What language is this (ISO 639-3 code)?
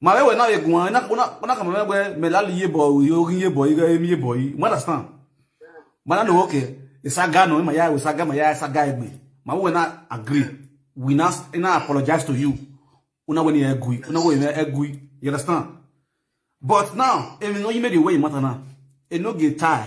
pcm